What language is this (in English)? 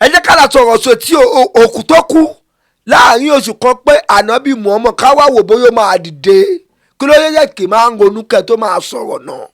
Yoruba